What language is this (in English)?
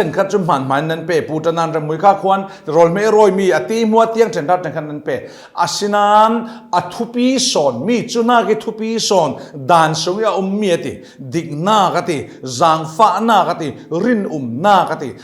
Falam Chin